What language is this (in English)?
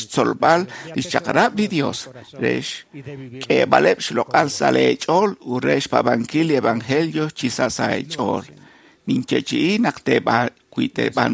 Kekchí